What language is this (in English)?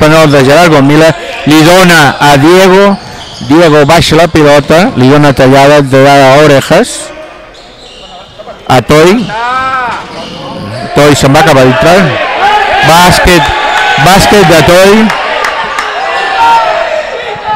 Catalan